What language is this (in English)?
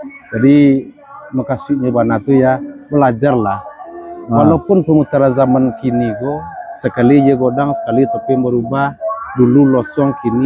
Minangkabau